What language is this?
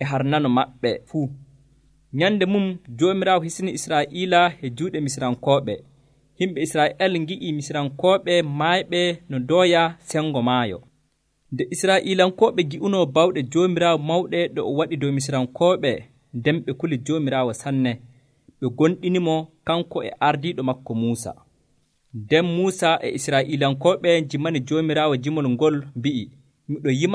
Nigerian Fulfulde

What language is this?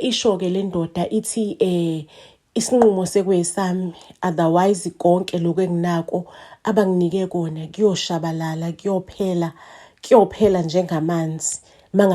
Zulu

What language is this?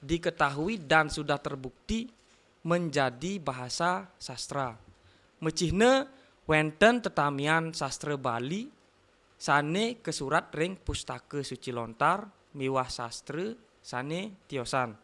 Balinese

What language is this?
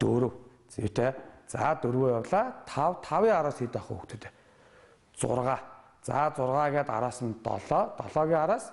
Mongolian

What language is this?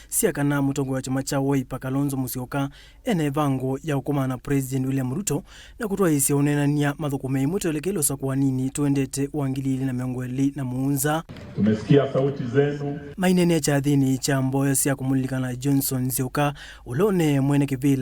Kamba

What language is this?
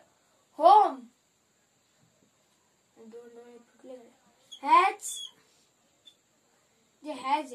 Marathi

